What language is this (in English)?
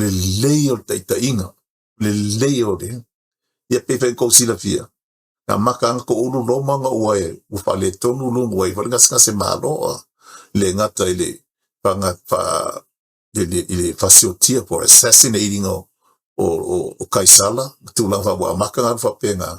Samoan